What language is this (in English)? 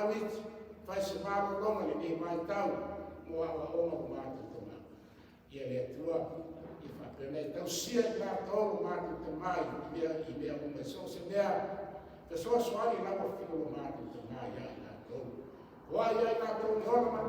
Samoan